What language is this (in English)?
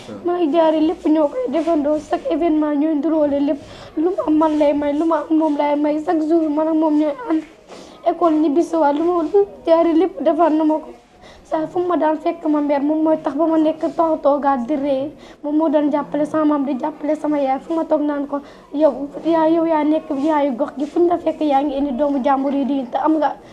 Wolof